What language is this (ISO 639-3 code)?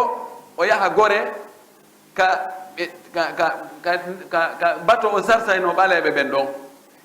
ful